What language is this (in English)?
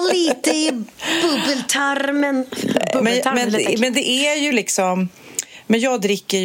Swedish